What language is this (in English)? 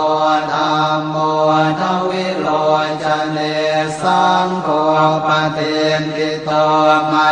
Pali